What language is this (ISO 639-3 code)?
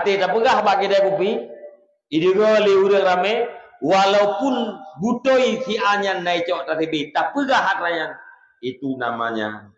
ace